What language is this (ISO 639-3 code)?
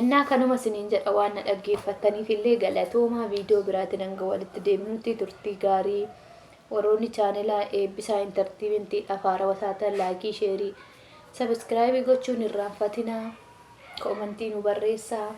orm